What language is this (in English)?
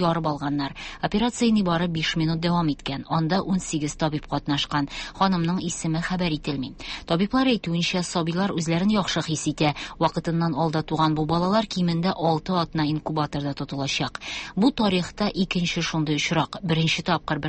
Tatar